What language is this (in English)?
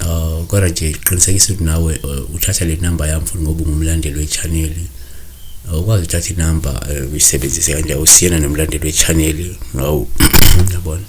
Zulu